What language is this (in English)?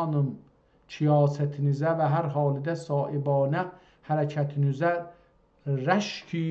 South Azerbaijani